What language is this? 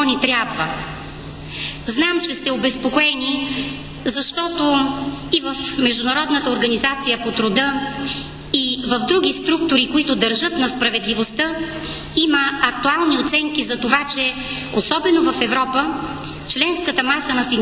Bulgarian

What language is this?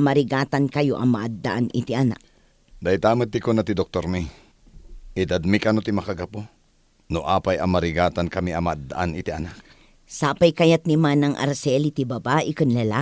Iloko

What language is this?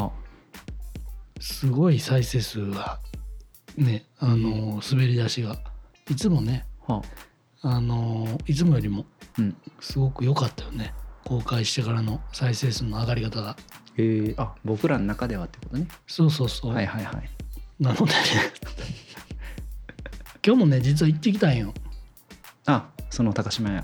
Japanese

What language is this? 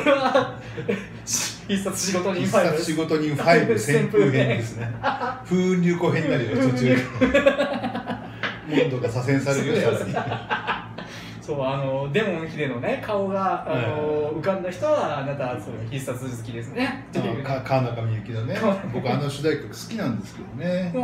Japanese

